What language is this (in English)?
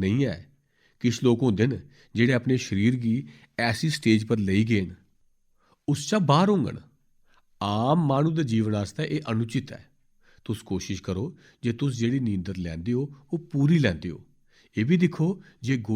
Dogri